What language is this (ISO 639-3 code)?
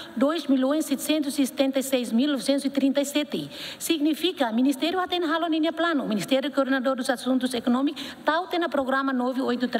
tet